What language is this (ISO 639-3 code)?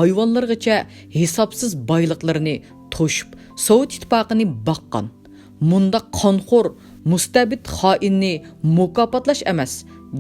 uig